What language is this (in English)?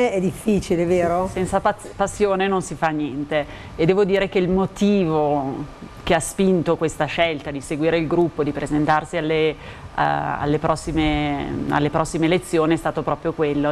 Italian